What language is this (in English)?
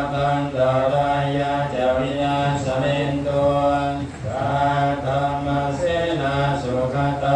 Pali